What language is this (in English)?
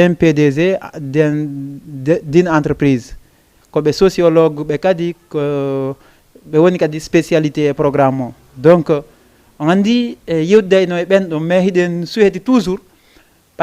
Fula